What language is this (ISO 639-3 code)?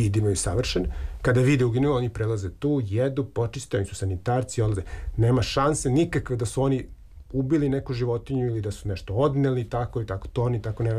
srp